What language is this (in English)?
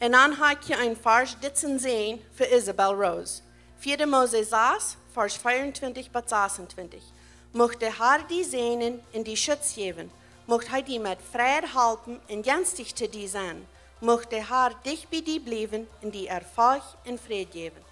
Plautdietsch